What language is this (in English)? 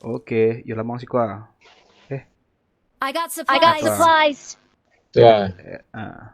Minangkabau